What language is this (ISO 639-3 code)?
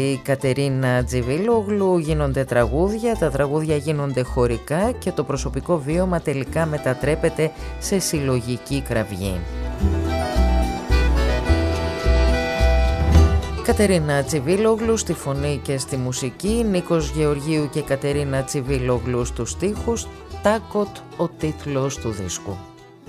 ell